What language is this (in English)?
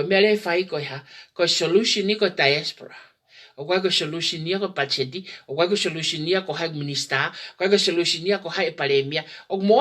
Tongan